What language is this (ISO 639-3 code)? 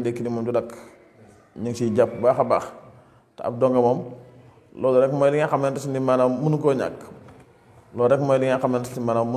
wol